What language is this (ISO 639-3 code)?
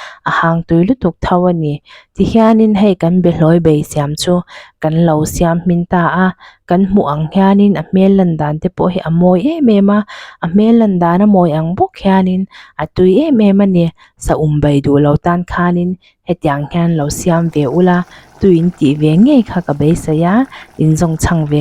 lus